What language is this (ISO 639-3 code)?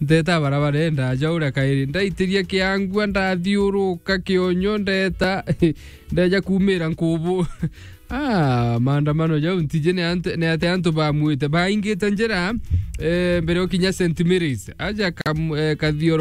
mer